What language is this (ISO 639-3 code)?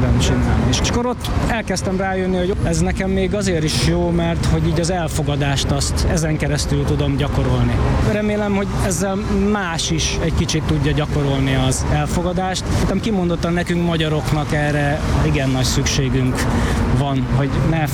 hun